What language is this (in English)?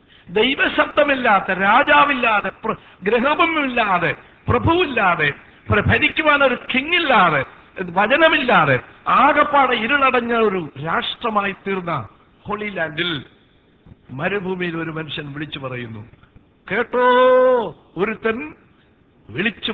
Malayalam